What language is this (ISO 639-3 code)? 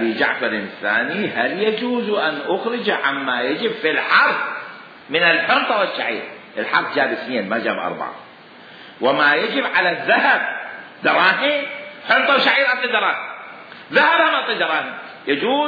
acm